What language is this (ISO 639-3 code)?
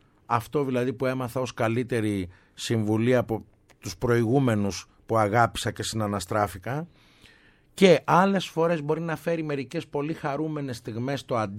ell